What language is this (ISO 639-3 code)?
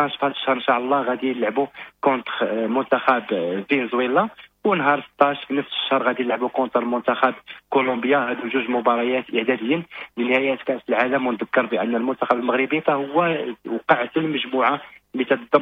ary